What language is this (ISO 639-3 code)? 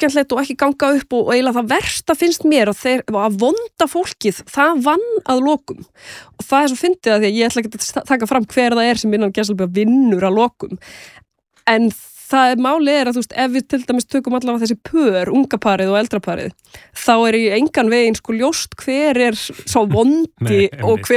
isl